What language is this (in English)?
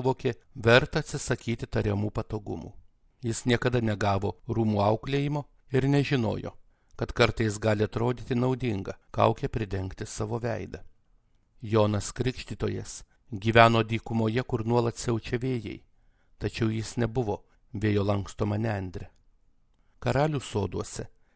Lithuanian